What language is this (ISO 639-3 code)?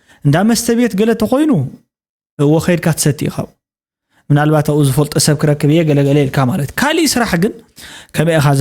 tir